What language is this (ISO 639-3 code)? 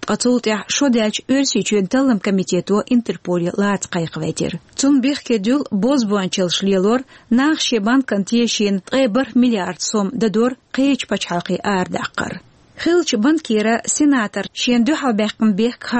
che